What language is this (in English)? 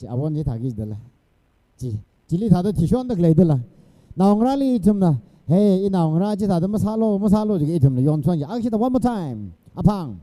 Tangkhul Naga (India)